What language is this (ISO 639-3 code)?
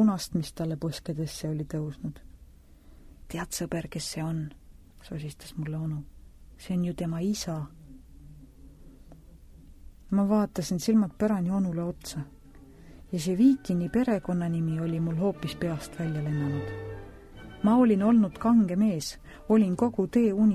est